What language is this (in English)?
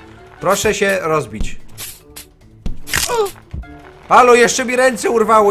Polish